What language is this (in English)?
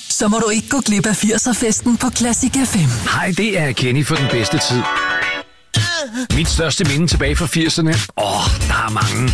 Danish